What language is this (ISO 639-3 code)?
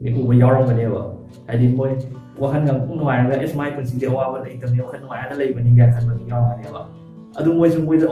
mni